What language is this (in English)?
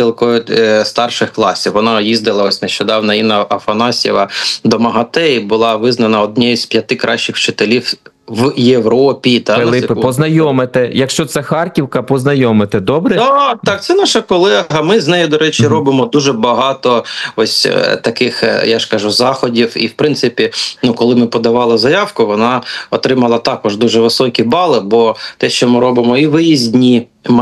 Ukrainian